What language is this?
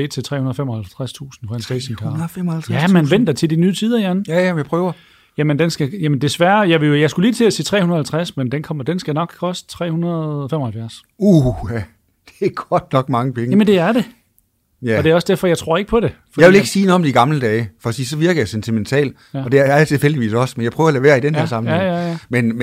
Danish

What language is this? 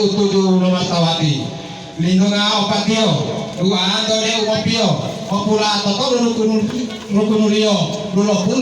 Gorontalo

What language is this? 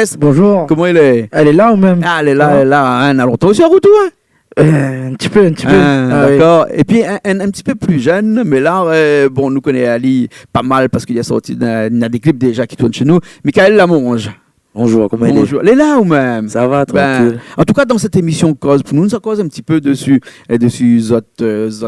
Réunion Creole French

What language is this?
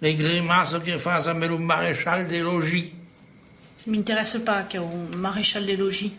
Occitan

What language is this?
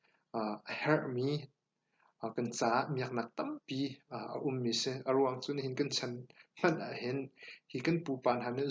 Hakha Chin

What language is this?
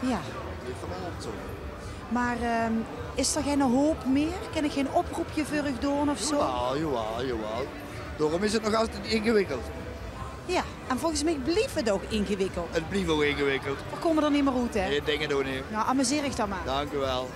Limburgish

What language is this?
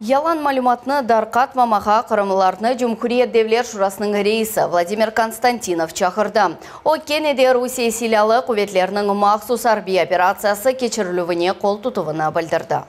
Crimean Tatar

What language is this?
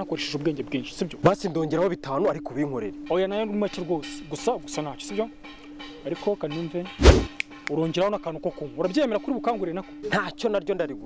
Kinyarwanda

